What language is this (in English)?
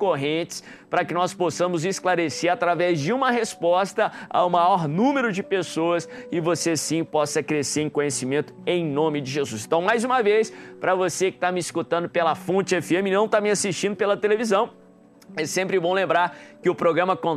Portuguese